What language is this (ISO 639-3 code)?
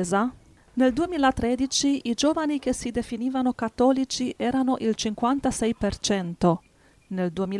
ita